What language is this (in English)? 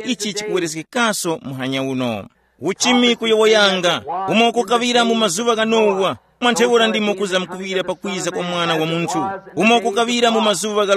Tumbuka